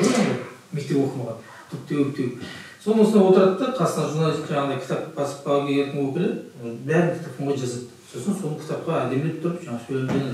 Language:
Kazakh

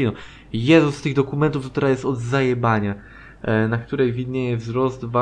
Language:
Polish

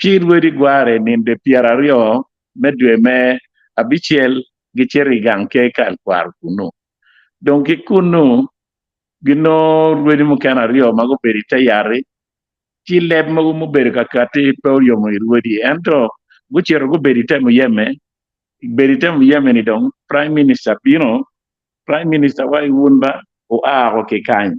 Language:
Acoli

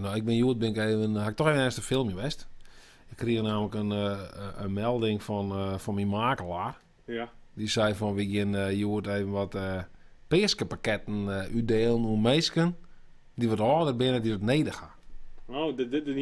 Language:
Western Frisian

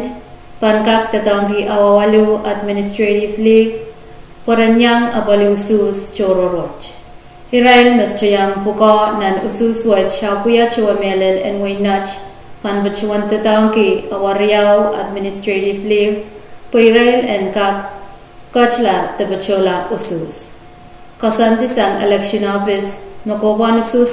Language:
Pohnpeian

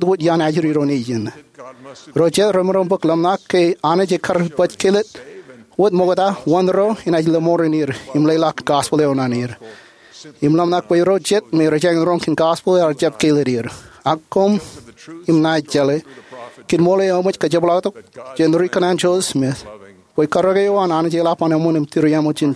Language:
Marshallese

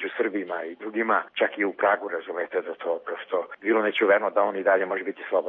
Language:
Serbian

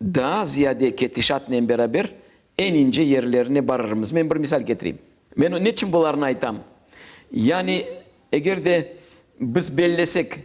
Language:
Crimean Tatar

